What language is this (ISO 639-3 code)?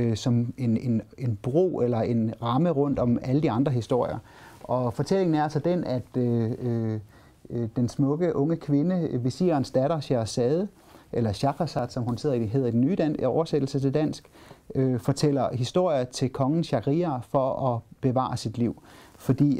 dan